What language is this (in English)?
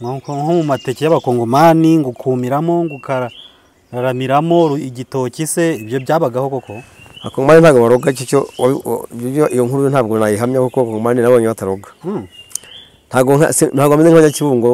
Kinyarwanda